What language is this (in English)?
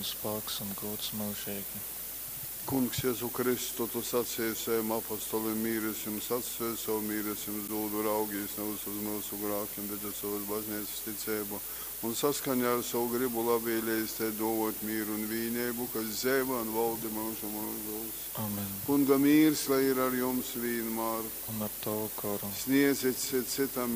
Latgalian